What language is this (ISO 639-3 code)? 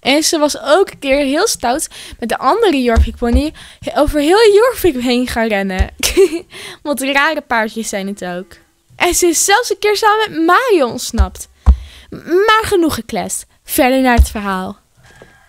nld